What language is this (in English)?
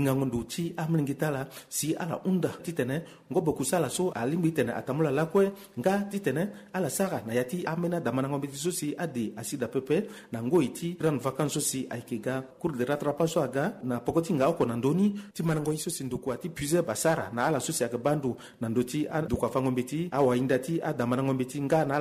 Sango